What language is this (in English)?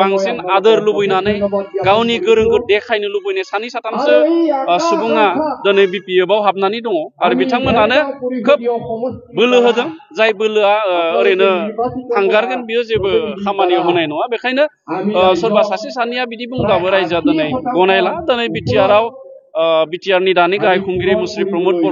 Bodo